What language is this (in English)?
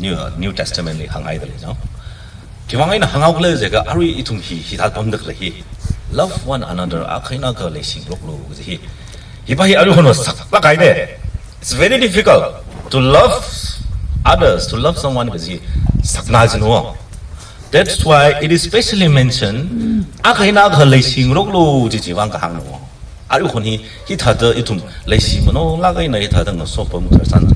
Tangkhul Naga (India)